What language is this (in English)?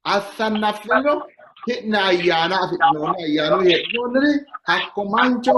Sidamo